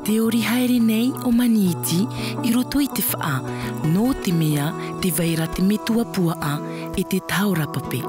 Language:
Tahitian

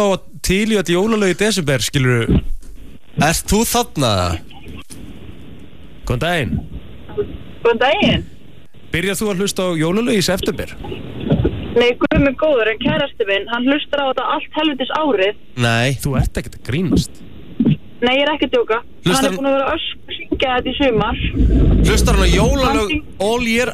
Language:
Icelandic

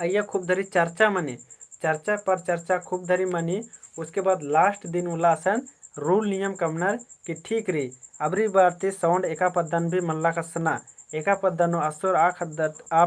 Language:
Kurukh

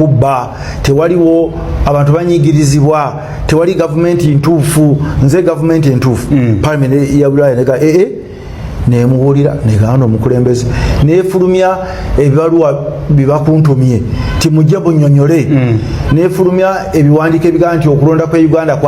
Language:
Ganda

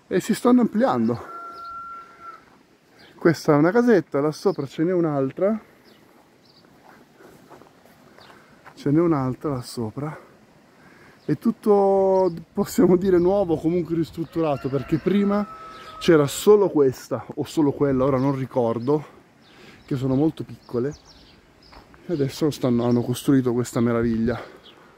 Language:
Italian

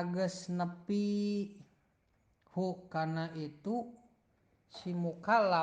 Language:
Sundanese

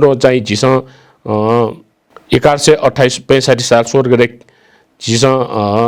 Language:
Newari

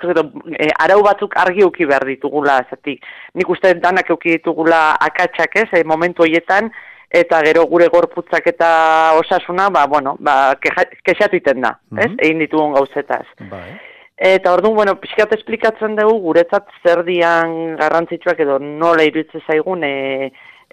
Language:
Basque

